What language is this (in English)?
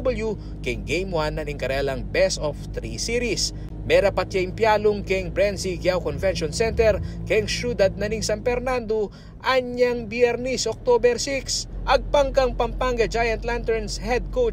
Pampanga